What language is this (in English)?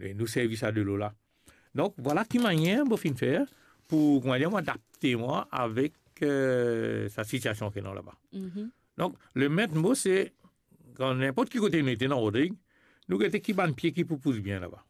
Morisyen